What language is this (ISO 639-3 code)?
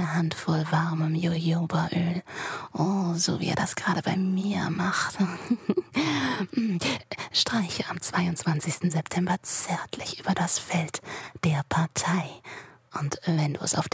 deu